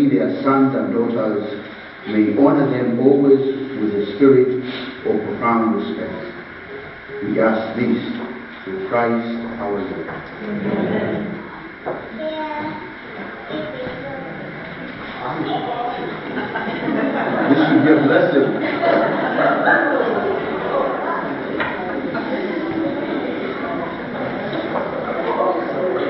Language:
English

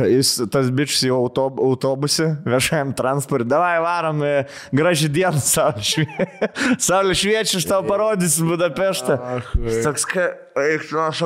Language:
Lithuanian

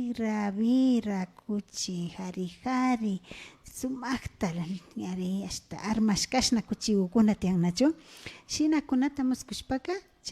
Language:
Imbabura Highland Quichua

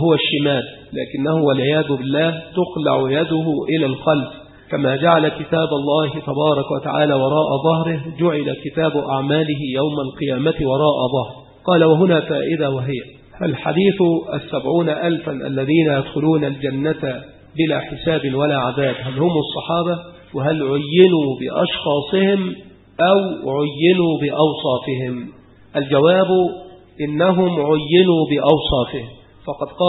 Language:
Arabic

